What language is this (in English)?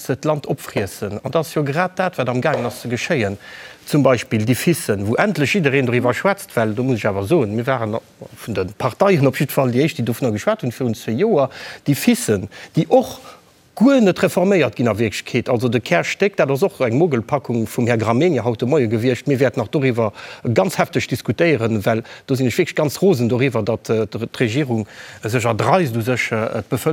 Luxembourgish